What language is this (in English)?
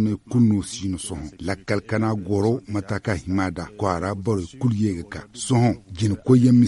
Zarma